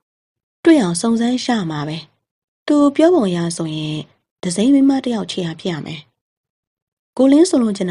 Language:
Burmese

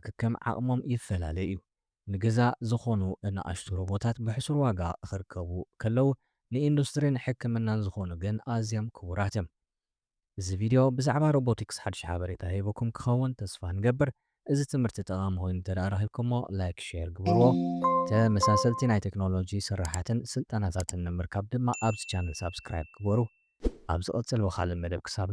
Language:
Tigrinya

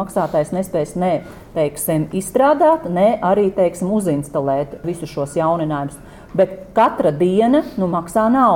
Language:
Latvian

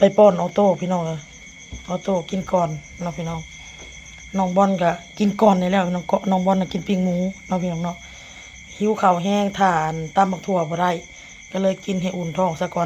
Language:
Northeastern Thai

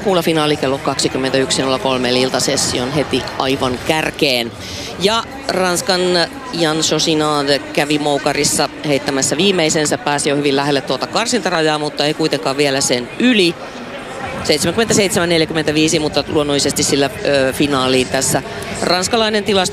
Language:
Finnish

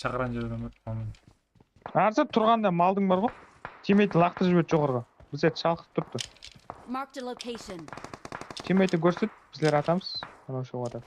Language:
Kara-Kalpak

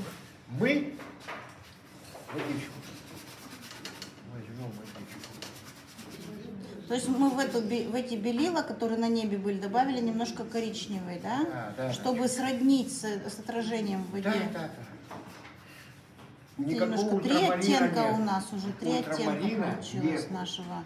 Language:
Russian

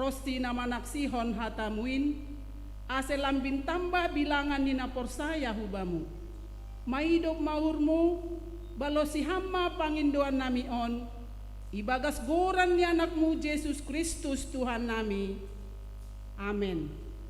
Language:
Batak Simalungun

